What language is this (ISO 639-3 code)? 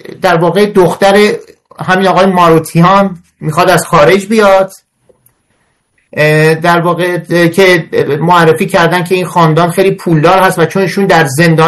fas